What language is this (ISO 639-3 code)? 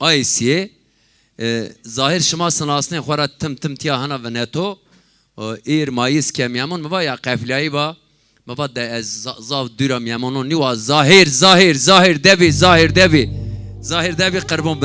zza